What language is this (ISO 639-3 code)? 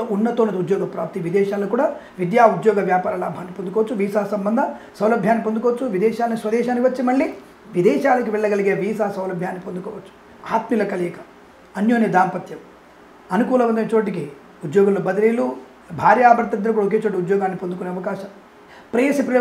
tel